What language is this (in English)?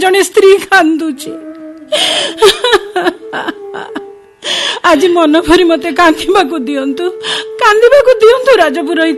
Odia